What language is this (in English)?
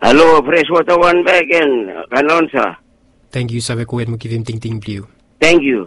Bislama